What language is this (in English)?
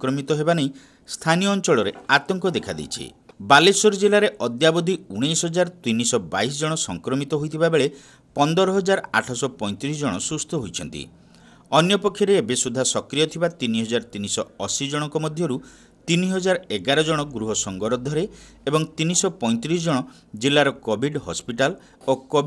Odia